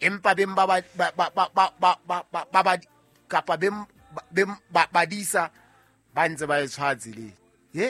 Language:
Southern Sotho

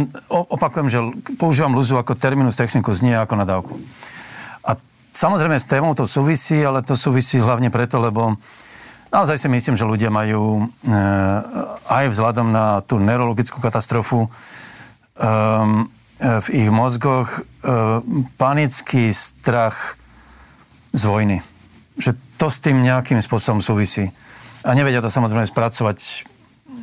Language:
Slovak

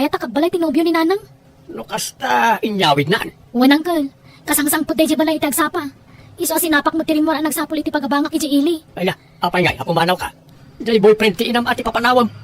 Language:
Iloko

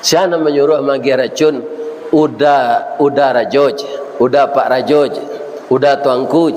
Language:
Minangkabau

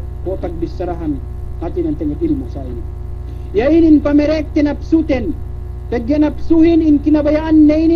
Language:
Yakan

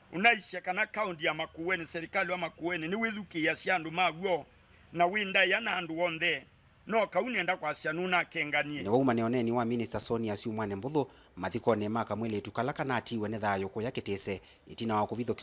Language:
Kamba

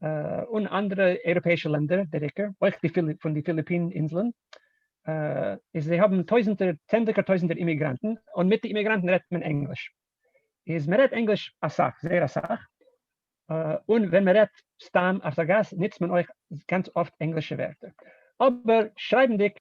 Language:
Yiddish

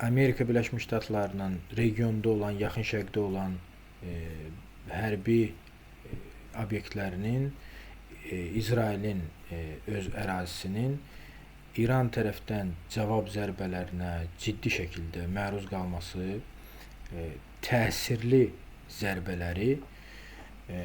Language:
Azerbaijani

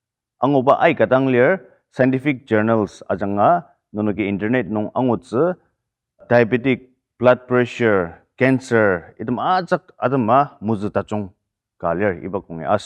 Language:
Ao Naga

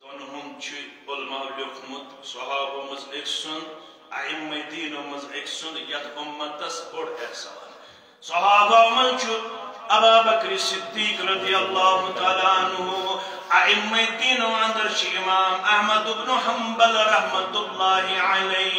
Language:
Kashmiri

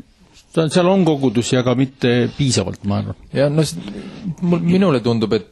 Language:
Estonian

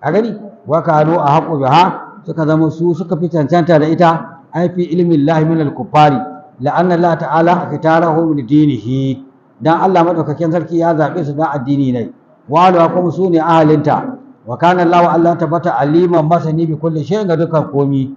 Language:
Hausa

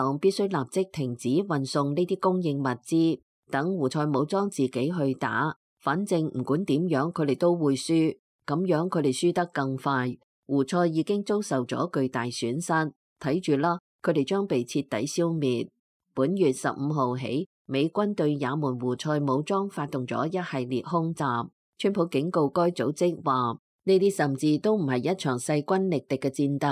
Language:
Cantonese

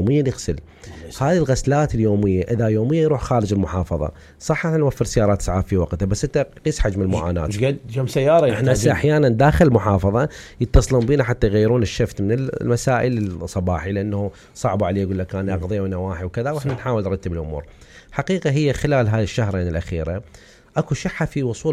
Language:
Mesopotamian Arabic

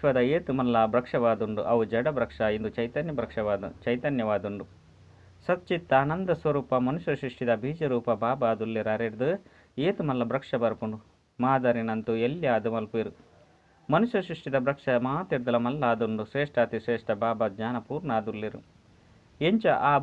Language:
Tulu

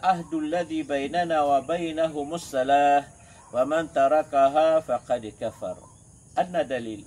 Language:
Maranao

